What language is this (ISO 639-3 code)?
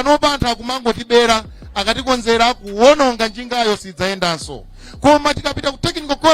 nya